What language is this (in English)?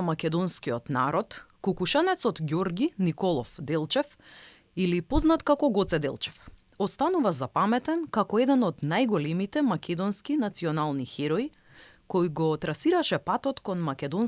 Macedonian